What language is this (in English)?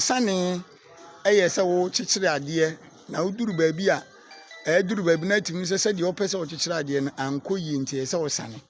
Akan